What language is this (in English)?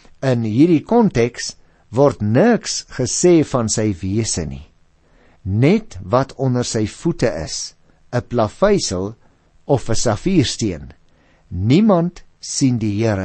Afrikaans